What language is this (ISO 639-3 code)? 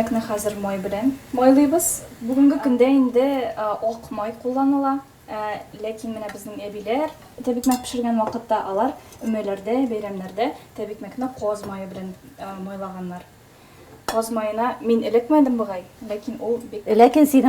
tat